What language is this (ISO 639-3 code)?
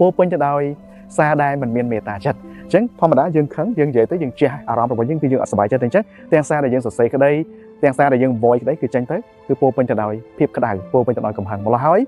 khm